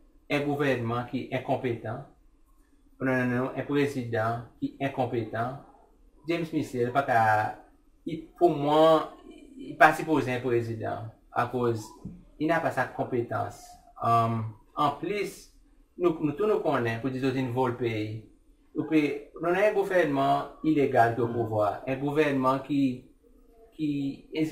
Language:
Seselwa Creole French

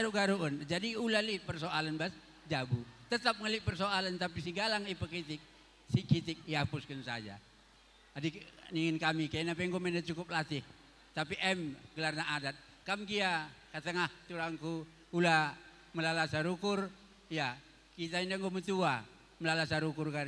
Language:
Batak Karo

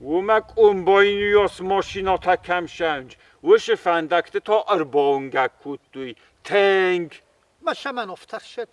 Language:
Ossetic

